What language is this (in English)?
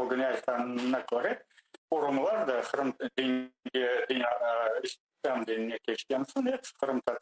Crimean Tatar